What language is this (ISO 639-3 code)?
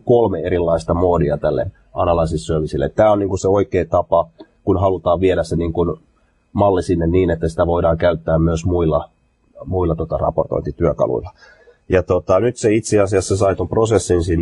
fin